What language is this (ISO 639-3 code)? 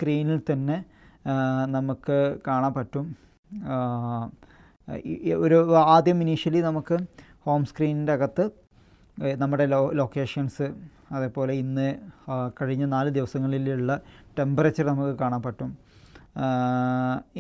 mal